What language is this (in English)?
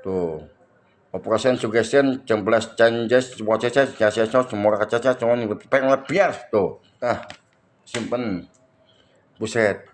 Betawi